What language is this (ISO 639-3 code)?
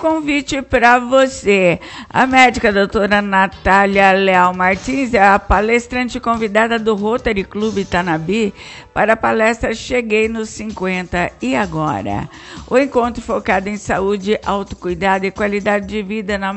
por